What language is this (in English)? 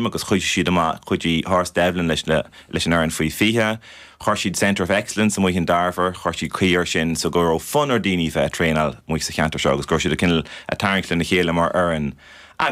Irish